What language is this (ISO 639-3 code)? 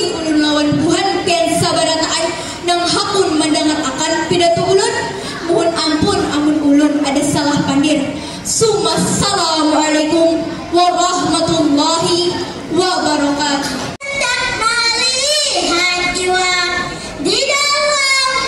bjn